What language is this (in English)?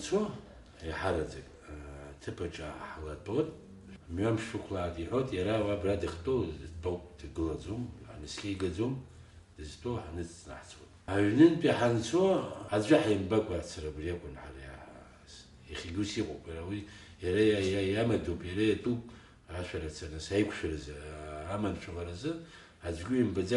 Abkhazian